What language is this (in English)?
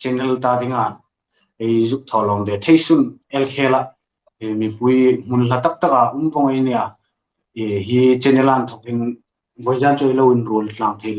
Hmar